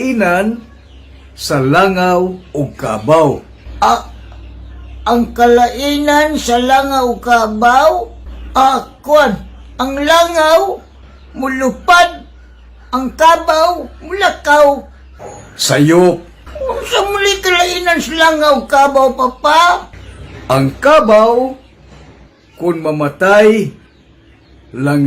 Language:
Cebuano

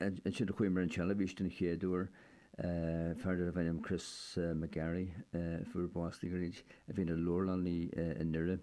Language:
Irish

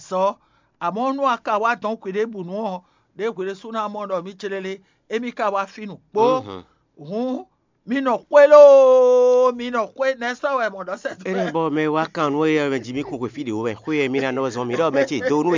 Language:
Fon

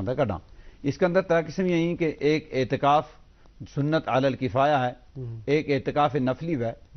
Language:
Gujari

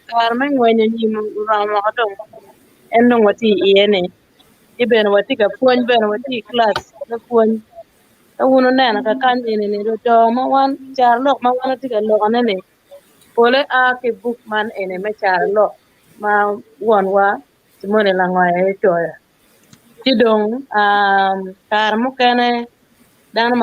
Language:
Acoli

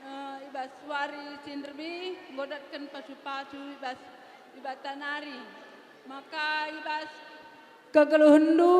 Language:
Batak Karo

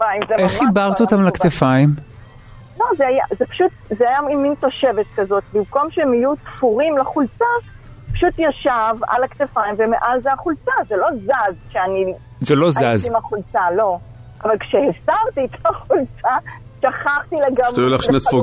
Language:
Hebrew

